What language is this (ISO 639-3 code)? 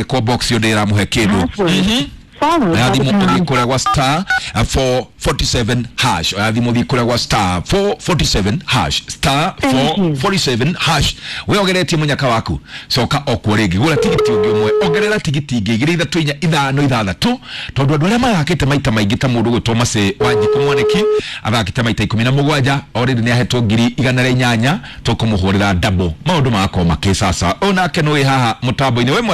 kik